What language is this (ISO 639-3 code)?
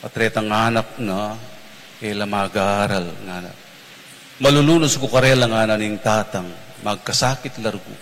pam